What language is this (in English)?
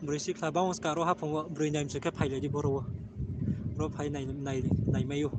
Riang (India)